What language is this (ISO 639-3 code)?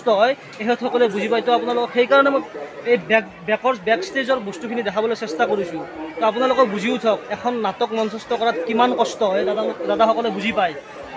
asm